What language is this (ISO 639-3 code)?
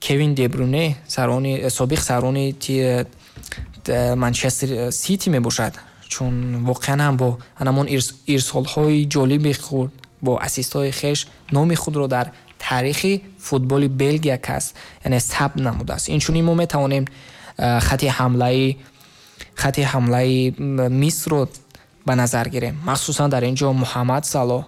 tgk